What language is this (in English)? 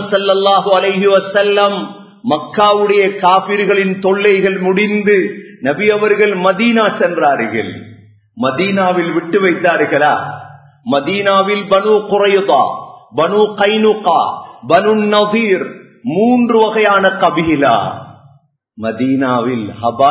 Tamil